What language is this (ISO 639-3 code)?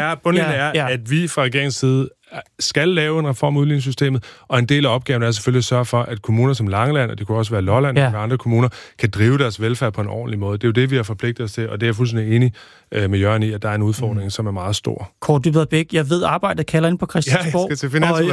dan